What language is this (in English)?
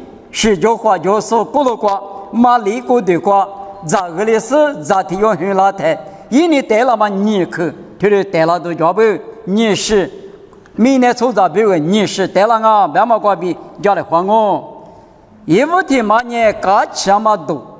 Lisu